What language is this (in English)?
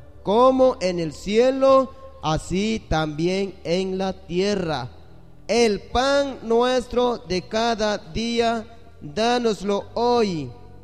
San Pedro Amuzgos Amuzgo